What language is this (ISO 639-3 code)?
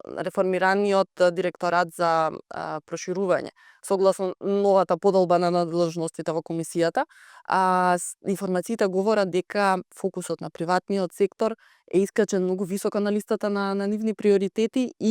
mkd